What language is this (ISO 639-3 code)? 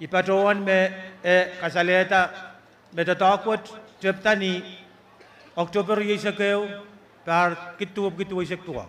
pon